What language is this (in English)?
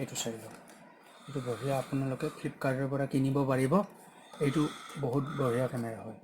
Assamese